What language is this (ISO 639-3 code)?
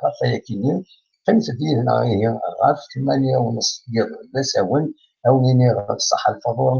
kab